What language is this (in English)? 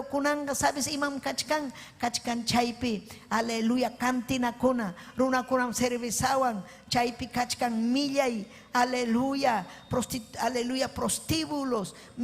Ayacucho Quechua